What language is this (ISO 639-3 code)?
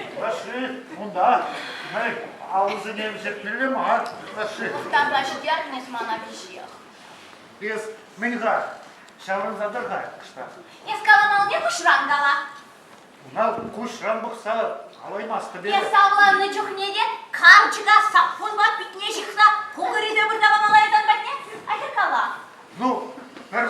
chv